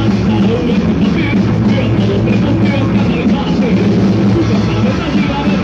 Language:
Croatian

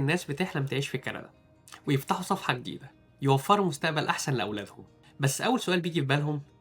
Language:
Egyptian Arabic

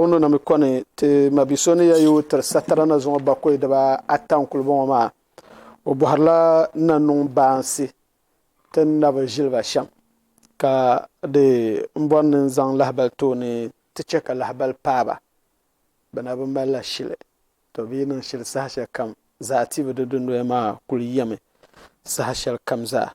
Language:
Dagbani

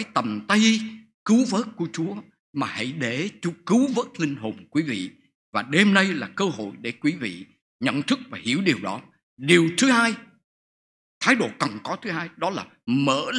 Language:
Vietnamese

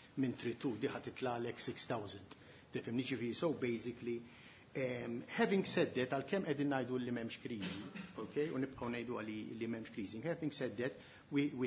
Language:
Maltese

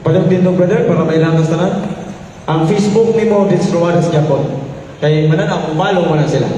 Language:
Cebuano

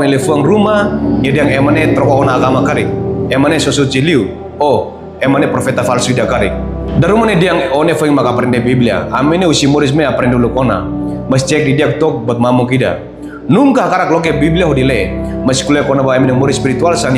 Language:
Tetum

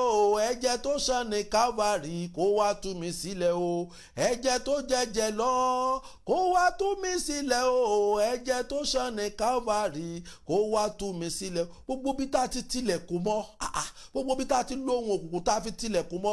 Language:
Yoruba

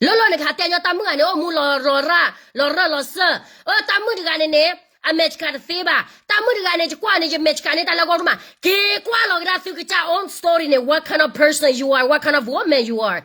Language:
S'gaw Karen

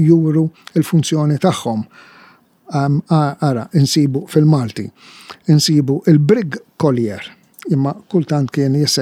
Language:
Maltese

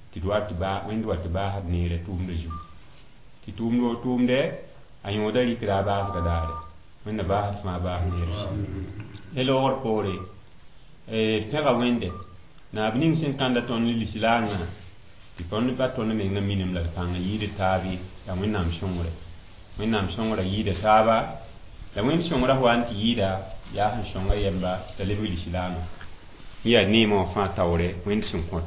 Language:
Mossi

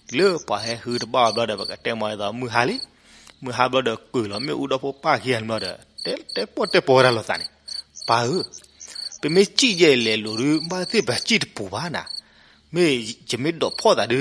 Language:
S'gaw Karen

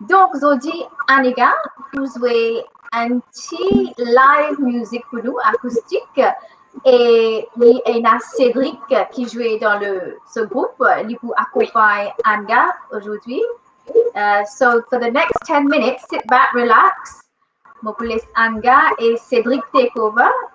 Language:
Morisyen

